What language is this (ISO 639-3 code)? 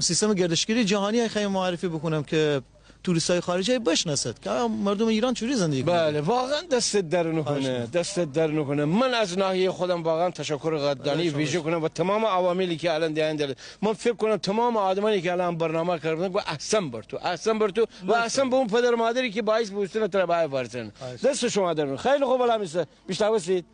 glk